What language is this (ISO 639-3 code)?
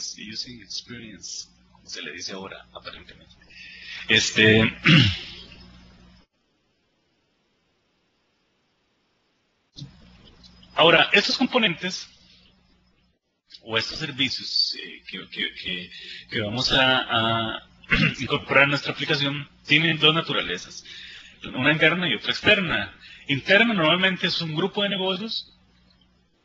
spa